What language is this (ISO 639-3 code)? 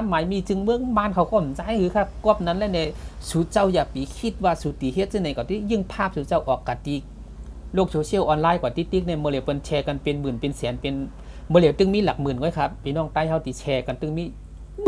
shn